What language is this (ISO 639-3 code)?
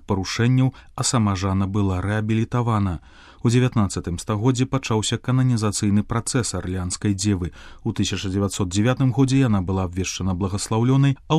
bel